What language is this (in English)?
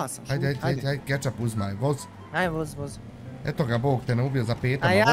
Bosnian